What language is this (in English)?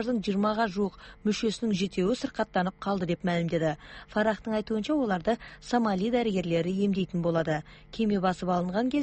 Kazakh